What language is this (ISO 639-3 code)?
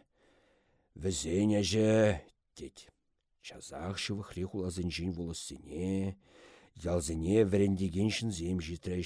chv